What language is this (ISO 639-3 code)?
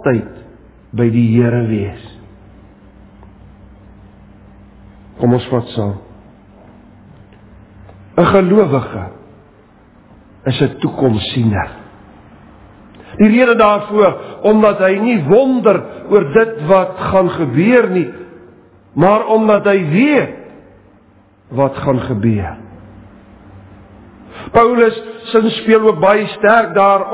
afr